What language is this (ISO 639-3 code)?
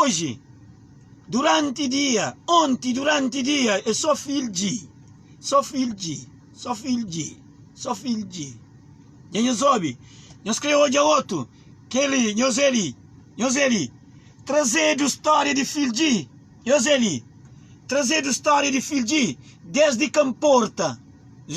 kea